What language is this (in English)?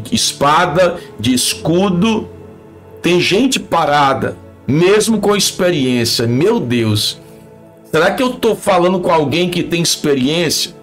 Portuguese